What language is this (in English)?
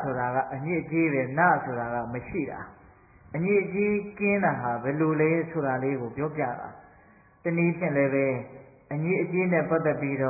Burmese